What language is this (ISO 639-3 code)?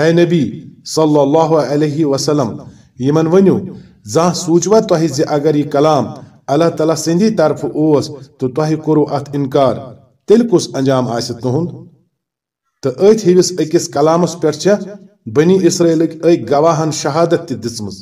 kas